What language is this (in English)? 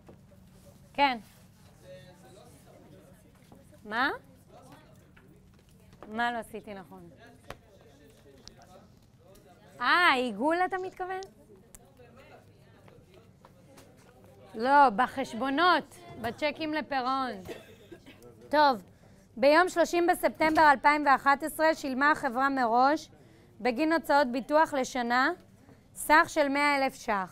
Hebrew